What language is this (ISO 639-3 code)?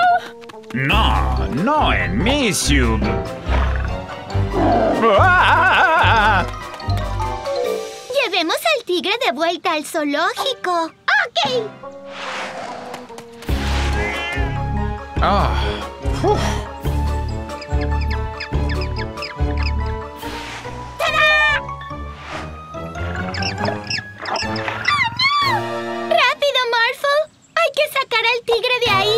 spa